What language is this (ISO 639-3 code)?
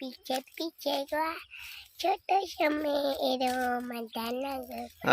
hne